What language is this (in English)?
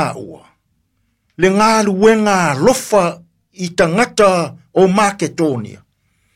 Samoan